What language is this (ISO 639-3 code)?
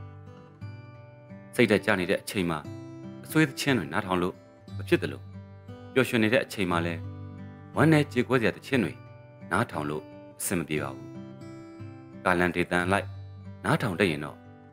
mya